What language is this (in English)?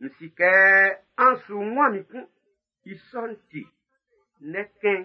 Baoulé